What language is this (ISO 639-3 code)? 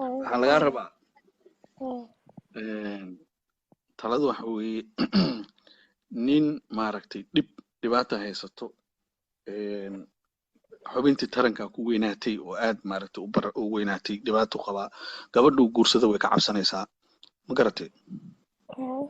som